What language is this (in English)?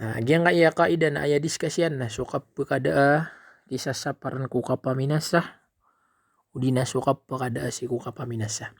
Maranao